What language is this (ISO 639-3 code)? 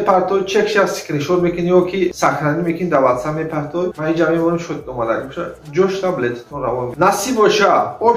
tgk